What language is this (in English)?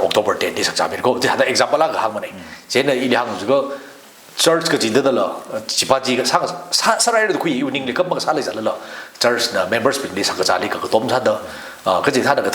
Tangkhul Naga (India)